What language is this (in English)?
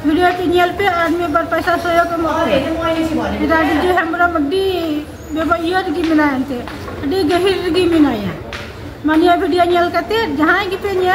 Santali